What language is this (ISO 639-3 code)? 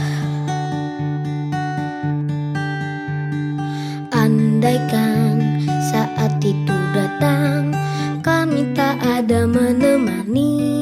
ind